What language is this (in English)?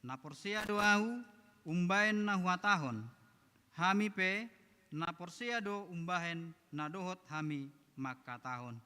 Batak Toba